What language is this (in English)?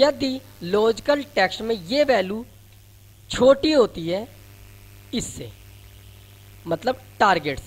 Hindi